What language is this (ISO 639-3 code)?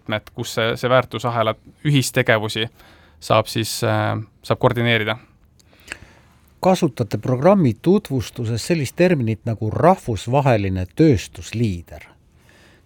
est